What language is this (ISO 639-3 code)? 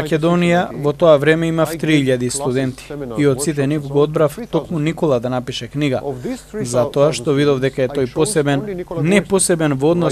mkd